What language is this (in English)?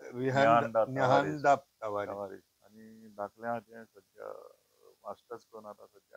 Konkani